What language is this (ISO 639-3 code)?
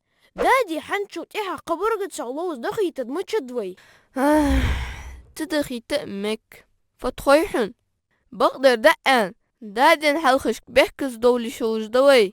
inh